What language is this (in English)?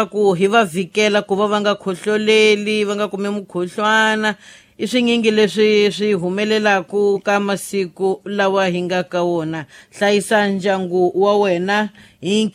Tsonga